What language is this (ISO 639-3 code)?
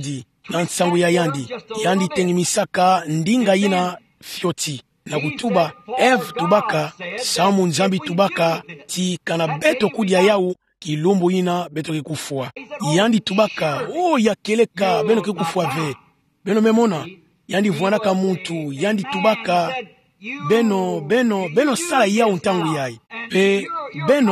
ktu